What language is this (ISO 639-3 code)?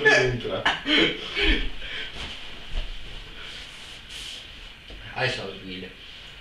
bos